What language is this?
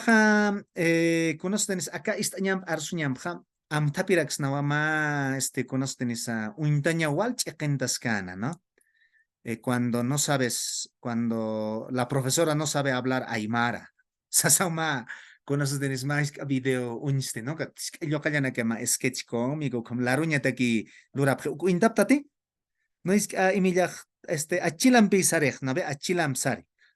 Aymara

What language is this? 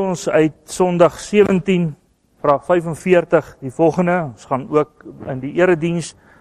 Afrikaans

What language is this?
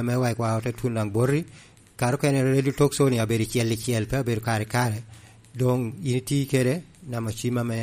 Lango (Uganda)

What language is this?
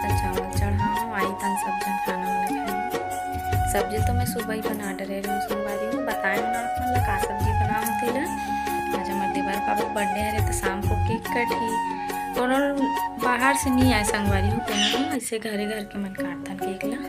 Chhattisgarhi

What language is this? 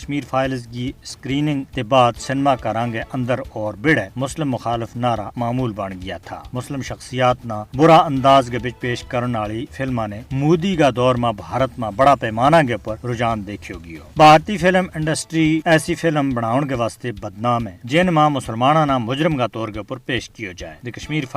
Gujari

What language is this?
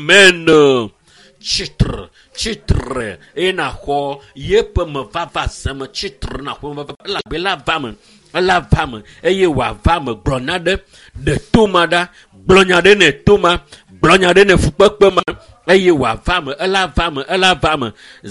Ewe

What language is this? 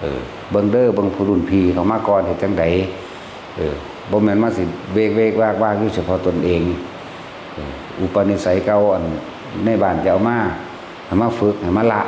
Northeastern Thai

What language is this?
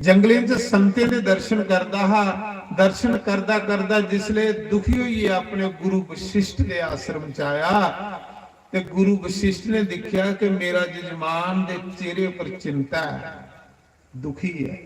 Dogri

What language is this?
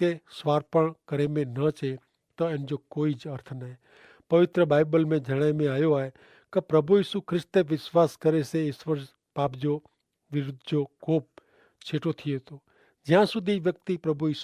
Kachhi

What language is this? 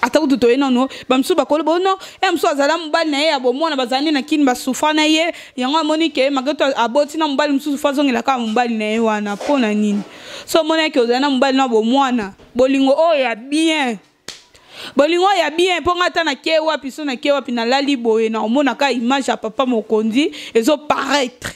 Lingala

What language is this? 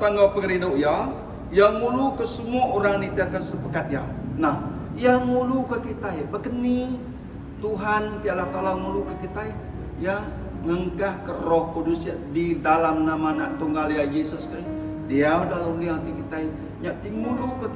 Iban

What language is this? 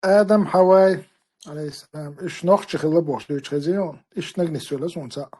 Chechen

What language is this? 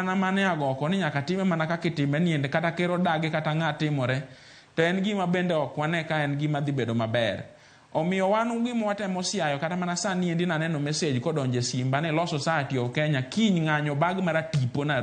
Luo (Kenya and Tanzania)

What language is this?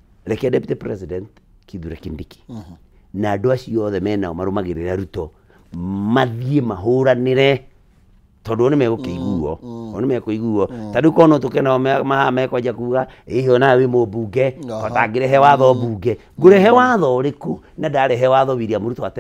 Kikuyu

